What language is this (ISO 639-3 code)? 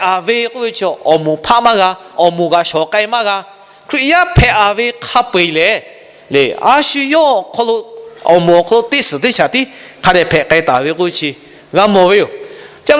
lhu